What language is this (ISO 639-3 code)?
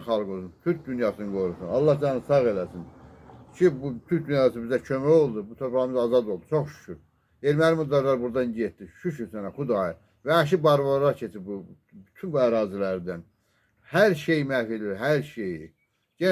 aze